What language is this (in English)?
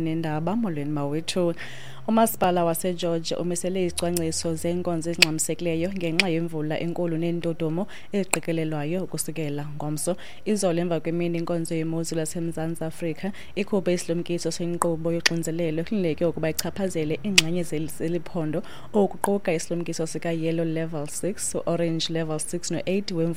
Xhosa